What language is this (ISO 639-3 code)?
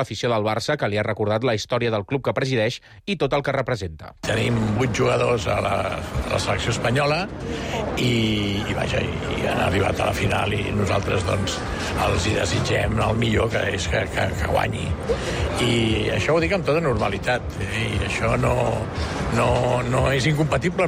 cat